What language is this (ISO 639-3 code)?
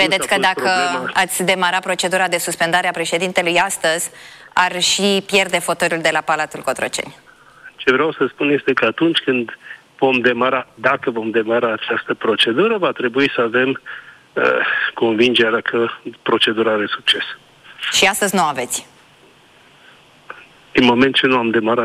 ron